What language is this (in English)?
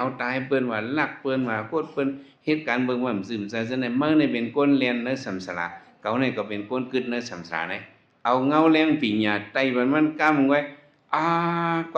Shan